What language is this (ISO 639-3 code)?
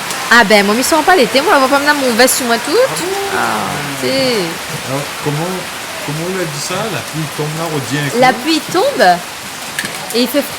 rcf